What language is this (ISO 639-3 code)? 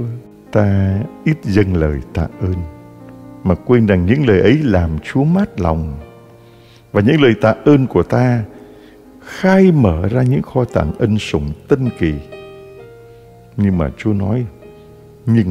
vie